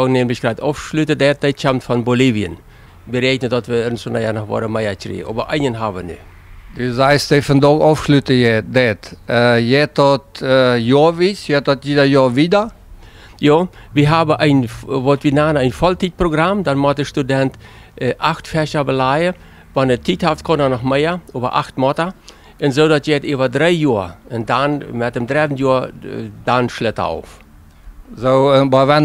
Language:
Plautdietsch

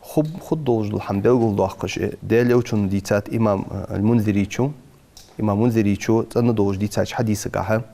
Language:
Ingush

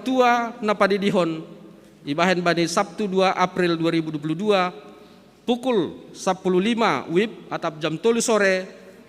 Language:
Batak Simalungun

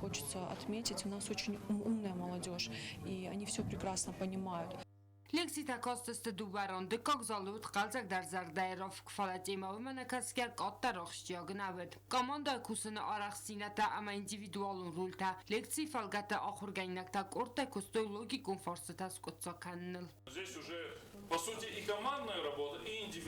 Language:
Ossetic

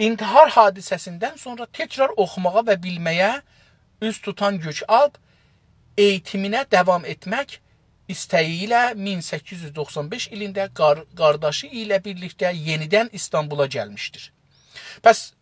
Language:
South Azerbaijani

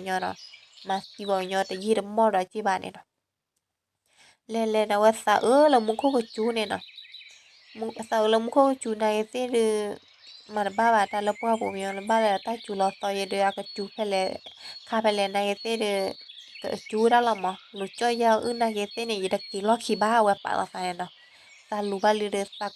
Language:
S'gaw Karen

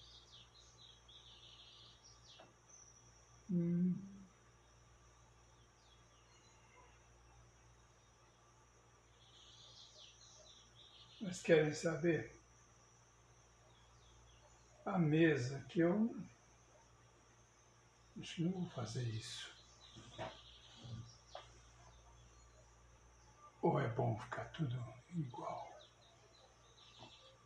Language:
Portuguese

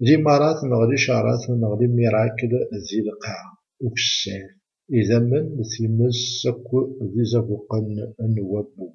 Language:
Kabyle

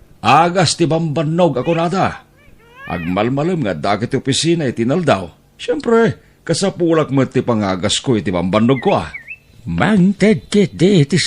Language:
Iloko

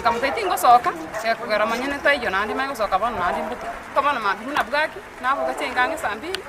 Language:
Gusii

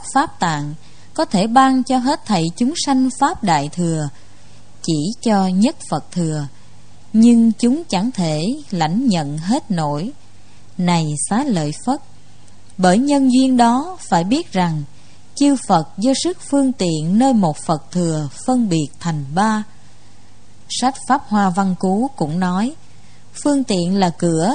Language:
Vietnamese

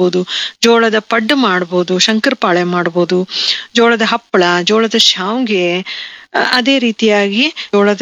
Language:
Kannada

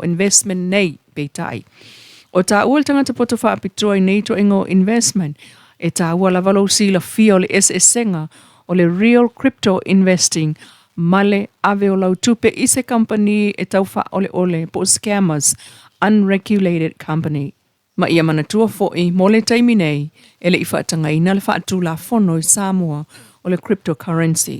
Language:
Samoan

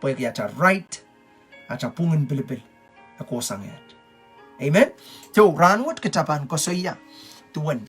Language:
Pohnpeian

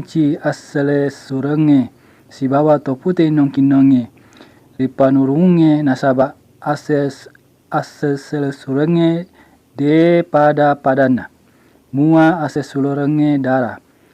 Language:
Buginese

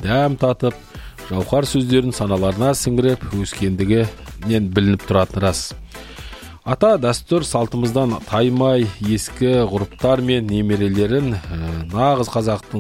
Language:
Kazakh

